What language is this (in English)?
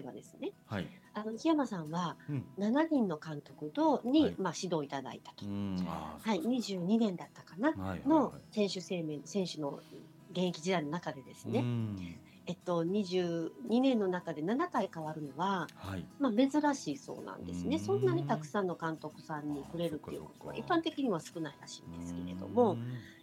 Japanese